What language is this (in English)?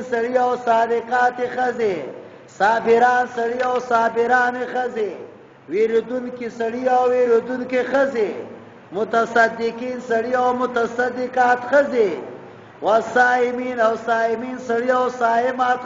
Pashto